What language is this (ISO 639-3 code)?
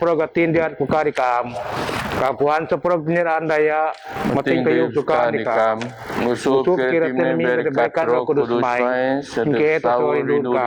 bth